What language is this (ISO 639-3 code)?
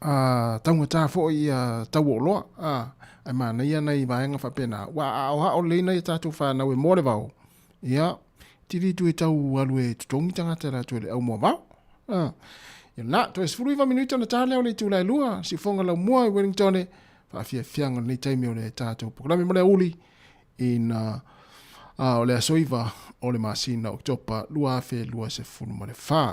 smo